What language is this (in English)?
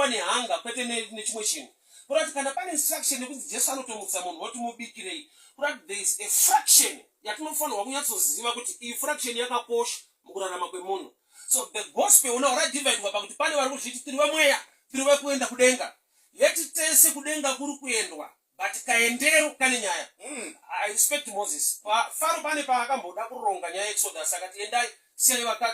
Shona